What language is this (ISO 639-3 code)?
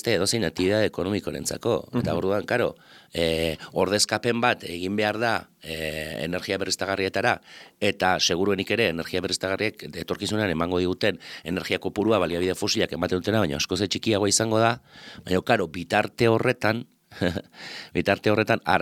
eus